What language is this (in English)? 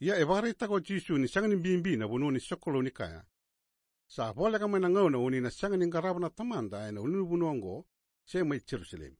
Fijian